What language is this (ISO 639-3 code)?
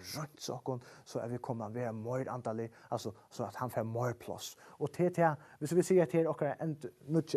fao